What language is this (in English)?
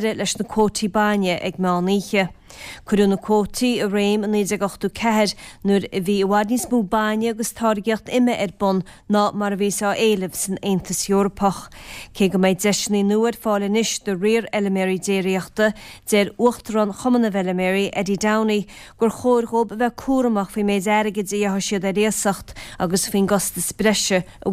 Irish